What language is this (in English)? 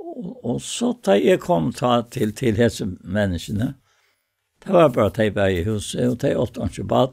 Faroese